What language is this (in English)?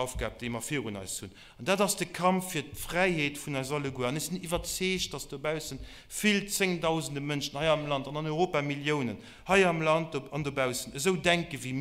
Luxembourgish